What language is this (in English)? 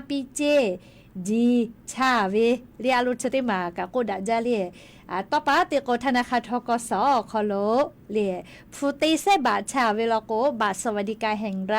Lahu